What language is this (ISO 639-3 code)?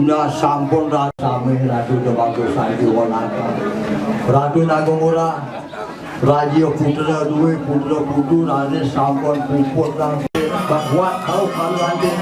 ban